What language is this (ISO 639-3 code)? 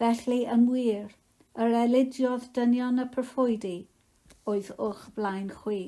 cym